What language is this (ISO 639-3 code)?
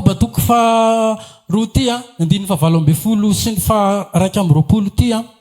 mlg